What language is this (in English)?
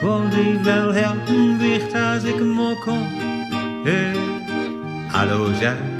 Gronings